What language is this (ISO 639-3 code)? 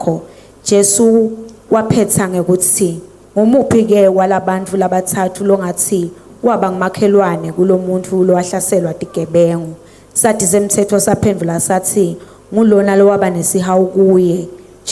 ssw